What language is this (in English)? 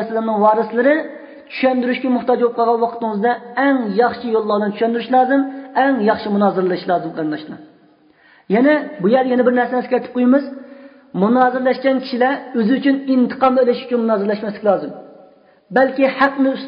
Uyghur